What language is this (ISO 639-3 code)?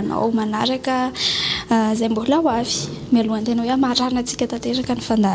mlg